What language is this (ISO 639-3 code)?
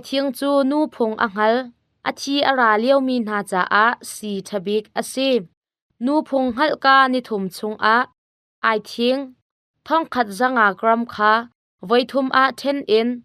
cnh